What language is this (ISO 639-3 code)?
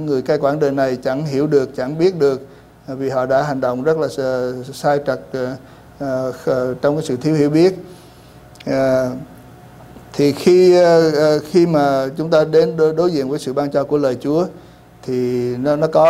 vie